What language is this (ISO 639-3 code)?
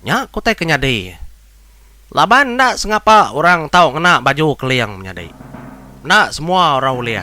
iba